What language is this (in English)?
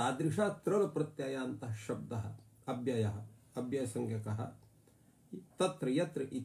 Sanskrit